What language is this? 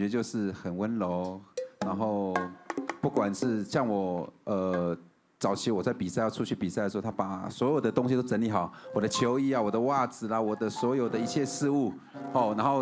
Chinese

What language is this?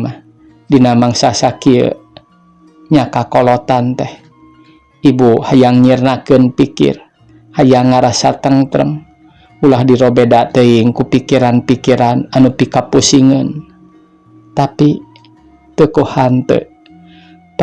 Sundanese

